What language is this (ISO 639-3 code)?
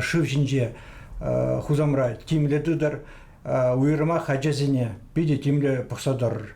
chv